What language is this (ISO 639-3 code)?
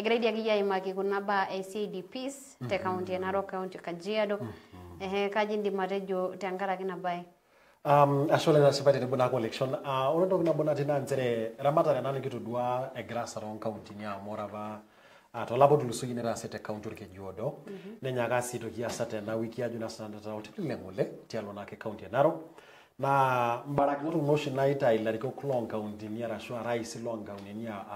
mas